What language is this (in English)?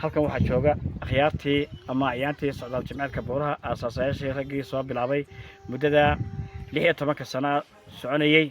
Somali